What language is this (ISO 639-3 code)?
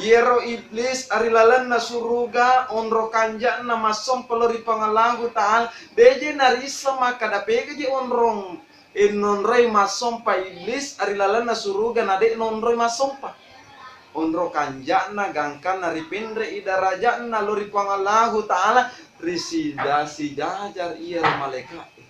bug